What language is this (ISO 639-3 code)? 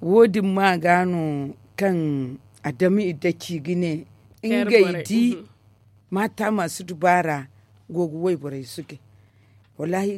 dje